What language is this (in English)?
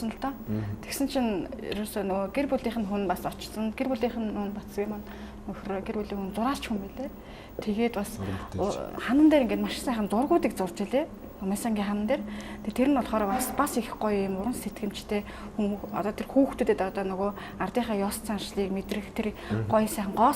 Mongolian